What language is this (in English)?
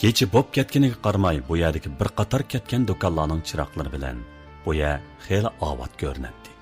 Uyghur